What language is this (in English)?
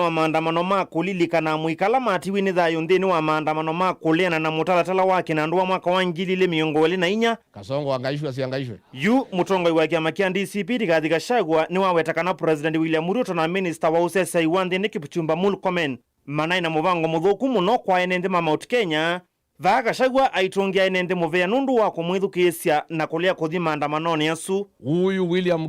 Kamba